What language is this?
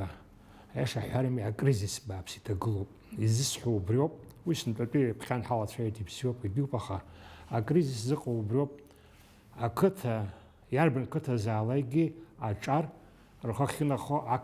Abkhazian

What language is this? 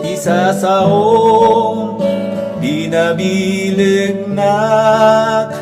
Iloko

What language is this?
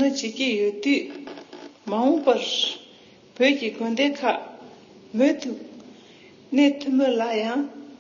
Tibetan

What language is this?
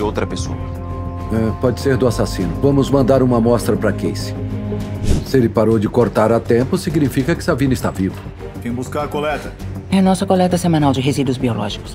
Portuguese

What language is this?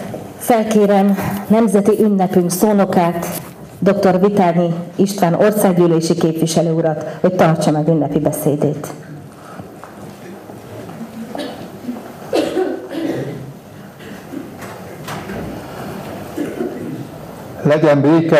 Hungarian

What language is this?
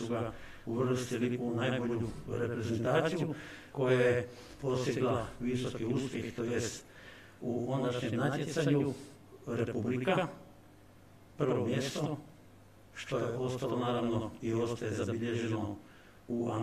Croatian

